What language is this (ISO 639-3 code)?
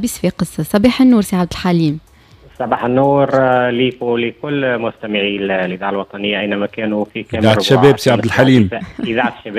aeb